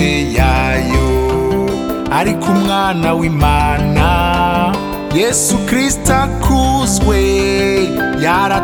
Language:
Kinyarwanda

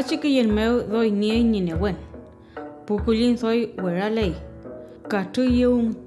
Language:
Mapuche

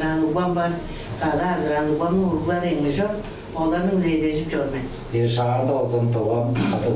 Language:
Tuvinian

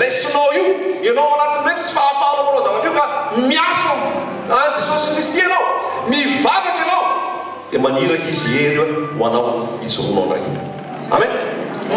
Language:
Malagasy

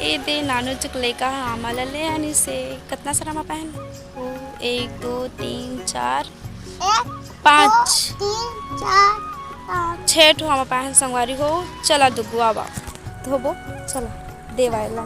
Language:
Chhattisgarhi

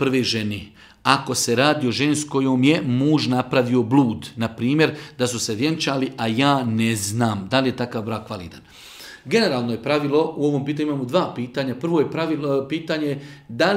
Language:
Bosnian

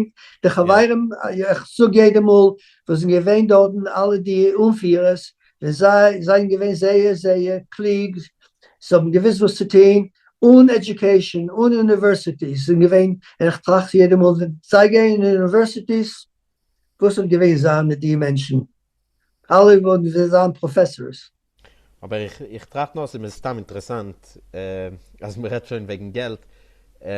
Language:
Yiddish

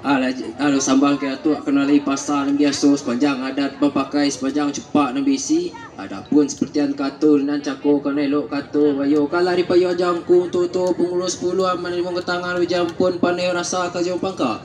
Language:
Minangkabau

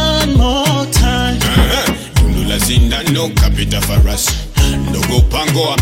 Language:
Swahili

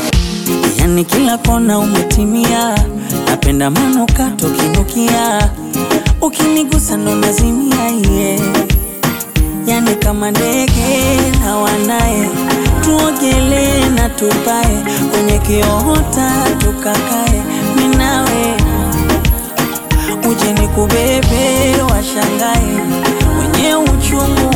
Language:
Swahili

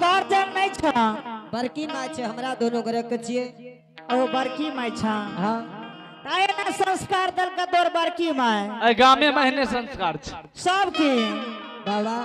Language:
Angika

